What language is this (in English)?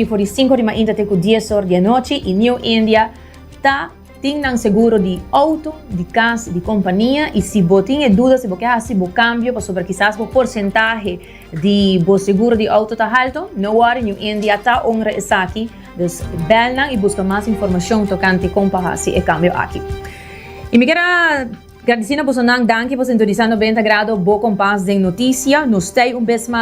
Papiamento